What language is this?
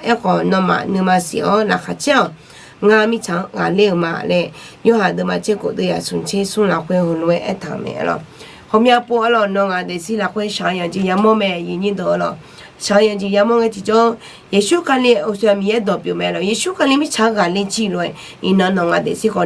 Akha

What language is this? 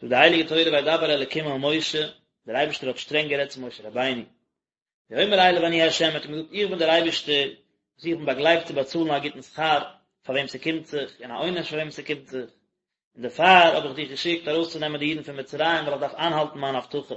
Yiddish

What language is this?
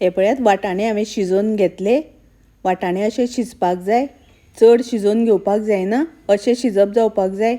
Konkani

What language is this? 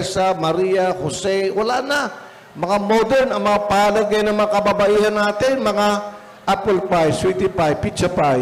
Bikol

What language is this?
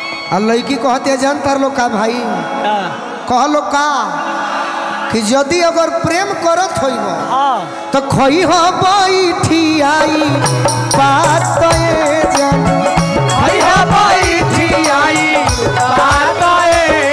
Bhojpuri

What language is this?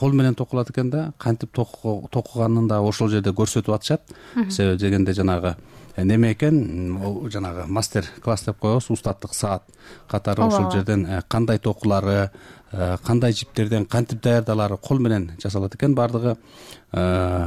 Kyrgyz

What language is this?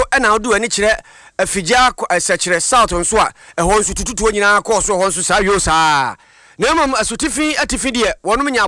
Akan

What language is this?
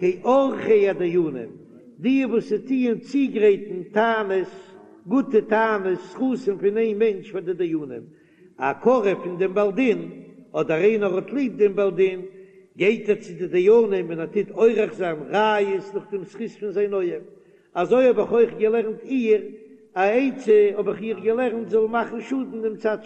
Yiddish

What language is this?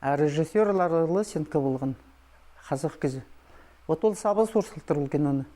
Khakas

